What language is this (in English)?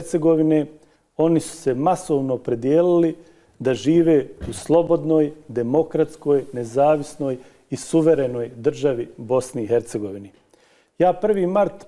Bosnian